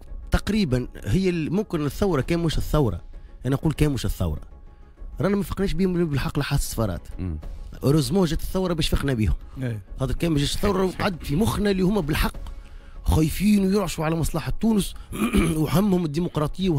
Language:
Tunisian Arabic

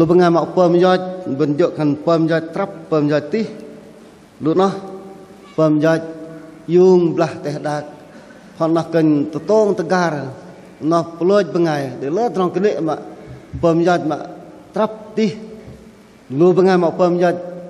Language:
Bahnar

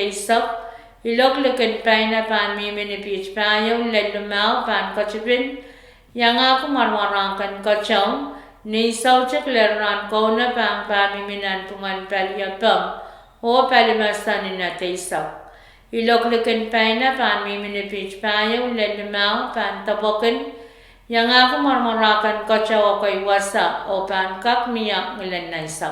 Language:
Pohnpeian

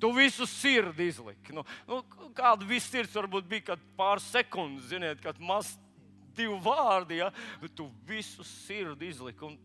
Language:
Latvian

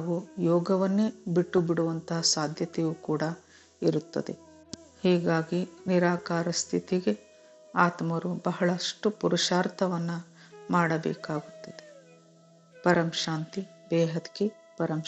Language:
Kannada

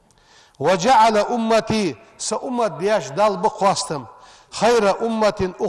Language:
Ingush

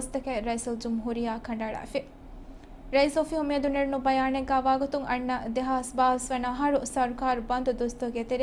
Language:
Divehi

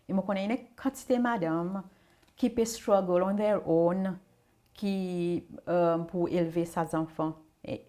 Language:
Seselwa Creole French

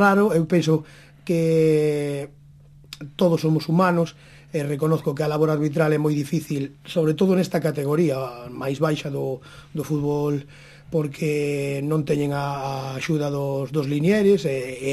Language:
Galician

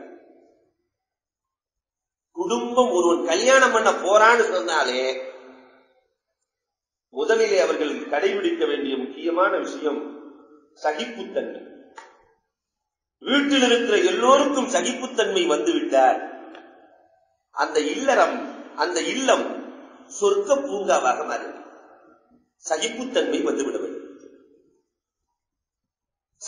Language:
Tamil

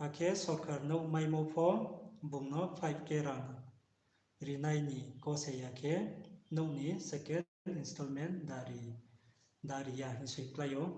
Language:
Riang (India)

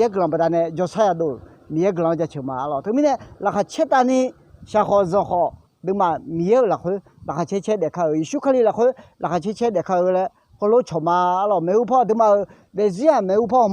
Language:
Akha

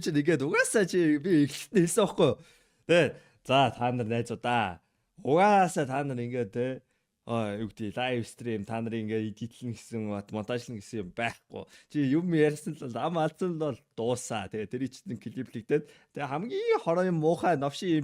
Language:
Mongolian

